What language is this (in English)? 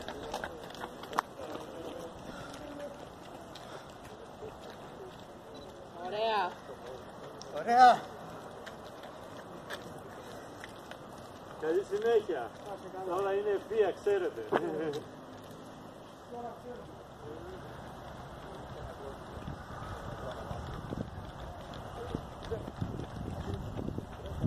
Greek